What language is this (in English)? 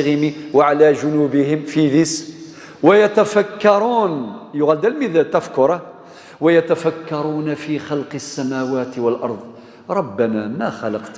Kabyle